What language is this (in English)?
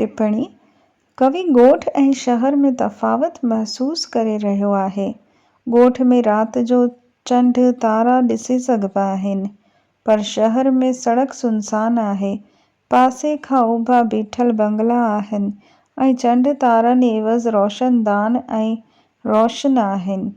Sindhi